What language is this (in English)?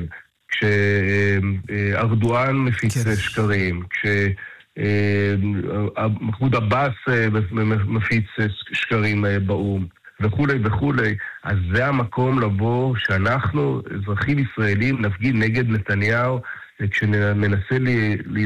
Hebrew